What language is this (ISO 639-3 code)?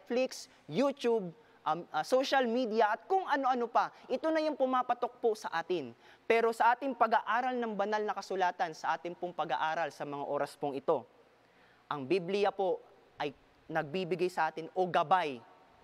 fil